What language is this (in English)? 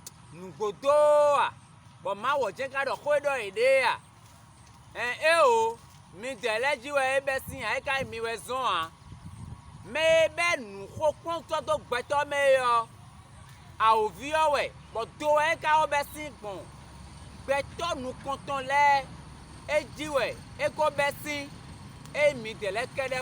Fon